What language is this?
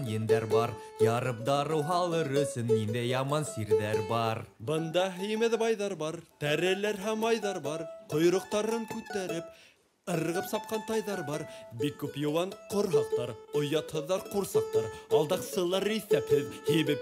Bashkir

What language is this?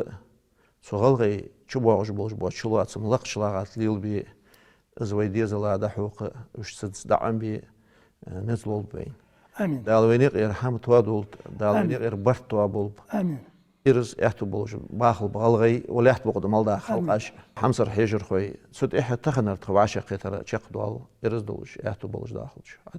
Ingush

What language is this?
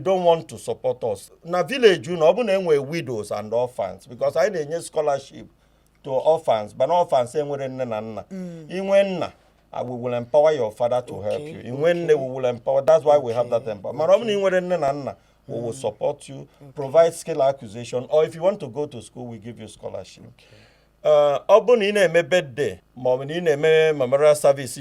Igbo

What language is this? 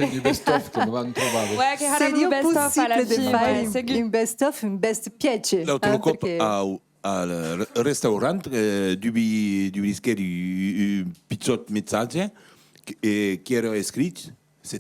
Occitan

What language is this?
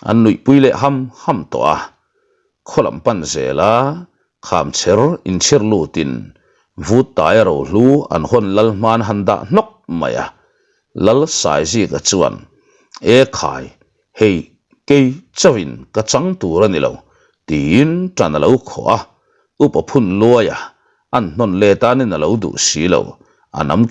Mizo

